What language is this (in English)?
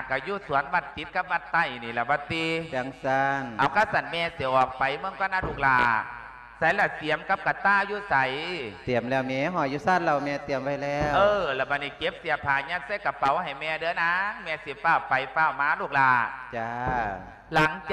Lao